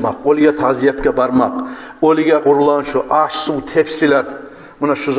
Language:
Kumyk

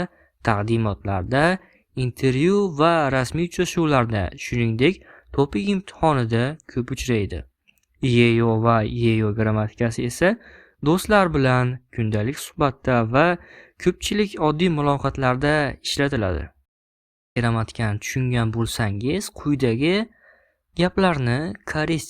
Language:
Uzbek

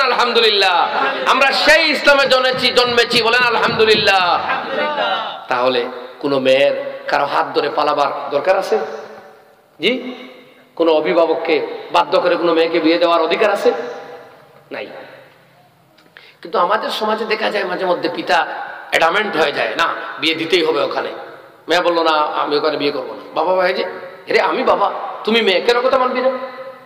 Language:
Bangla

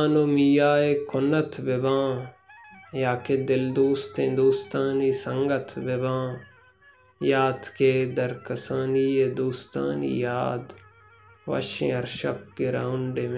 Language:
Baluchi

